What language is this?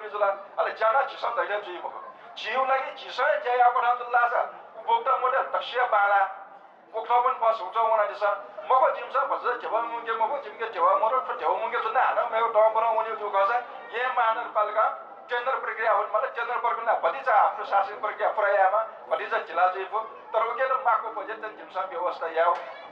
Newari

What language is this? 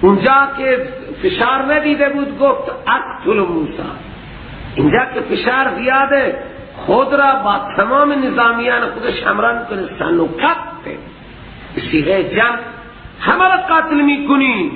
Persian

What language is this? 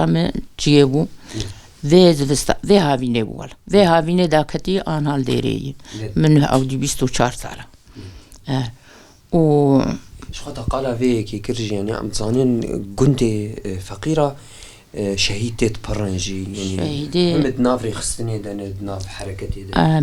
Kurdish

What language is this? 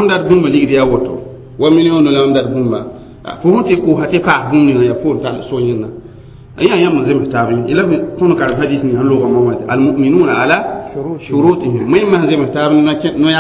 Mossi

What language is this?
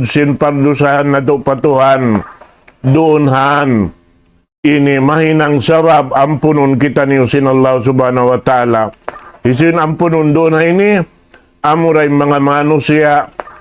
Tausug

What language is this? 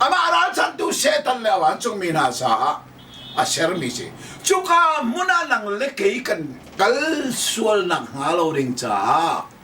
Hakha Chin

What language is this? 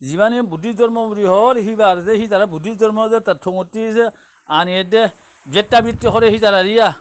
Rohingya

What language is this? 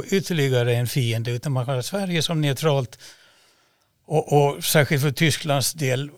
Swedish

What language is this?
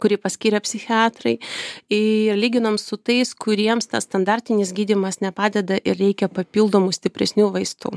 Lithuanian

